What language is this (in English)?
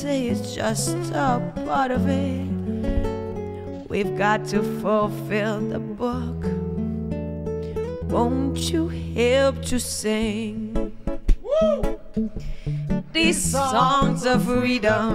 Portuguese